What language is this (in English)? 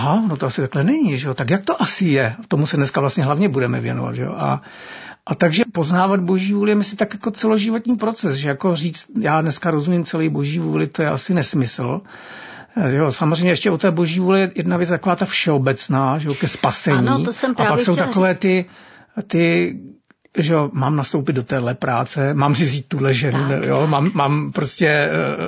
Czech